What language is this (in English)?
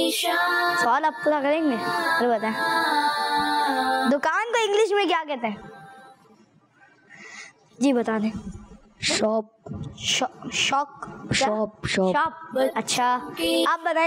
Urdu